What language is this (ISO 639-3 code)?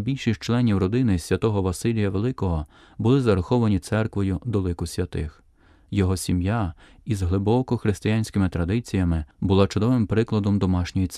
ukr